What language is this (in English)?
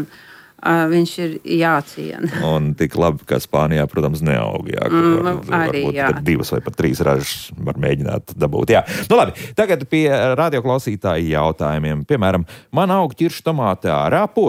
Latvian